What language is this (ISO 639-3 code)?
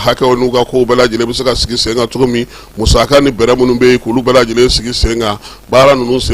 bam